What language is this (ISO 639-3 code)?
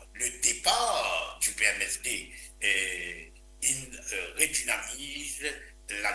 mfe